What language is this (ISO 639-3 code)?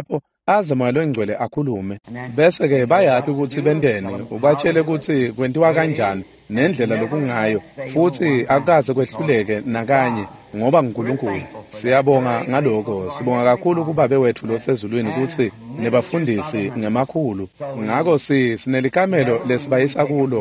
ssw